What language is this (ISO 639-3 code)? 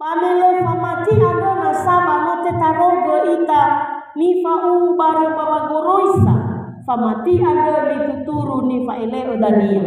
nia